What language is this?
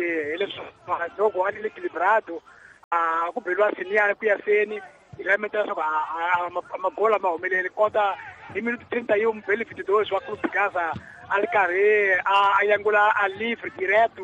Tsonga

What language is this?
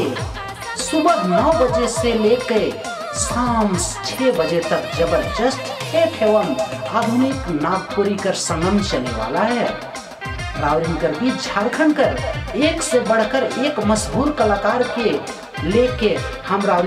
Sadri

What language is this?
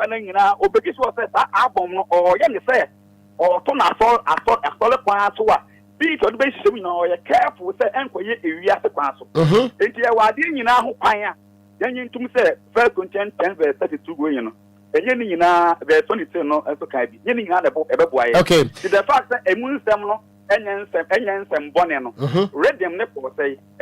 Akan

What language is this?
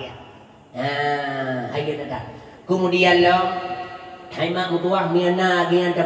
Achinese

